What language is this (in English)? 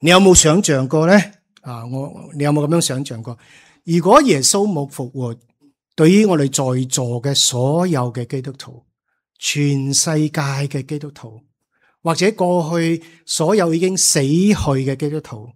Cantonese